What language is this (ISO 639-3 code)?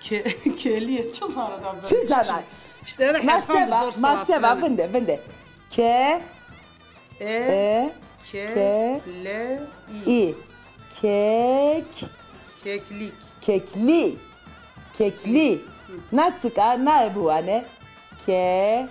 zza